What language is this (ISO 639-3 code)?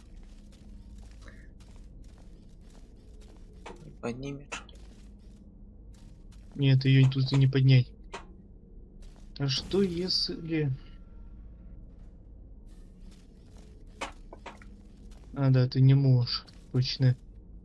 rus